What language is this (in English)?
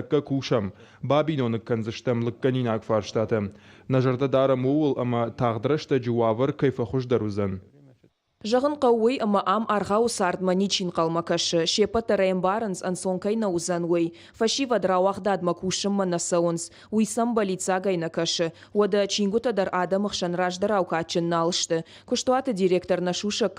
Ossetic